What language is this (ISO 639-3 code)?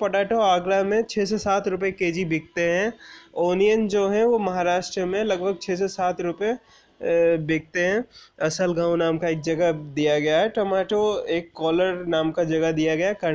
hin